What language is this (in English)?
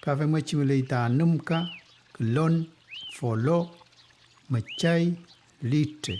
Mapuche